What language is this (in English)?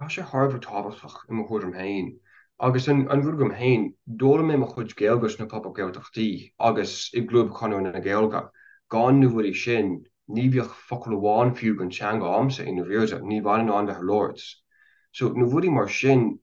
Irish